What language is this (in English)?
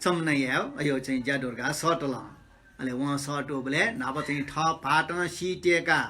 Newari